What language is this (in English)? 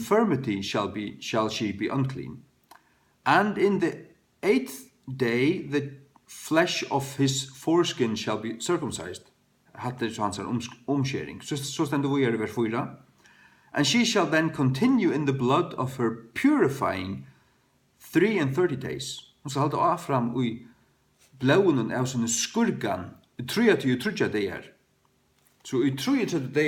Faroese